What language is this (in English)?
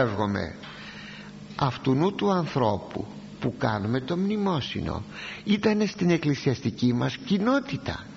Greek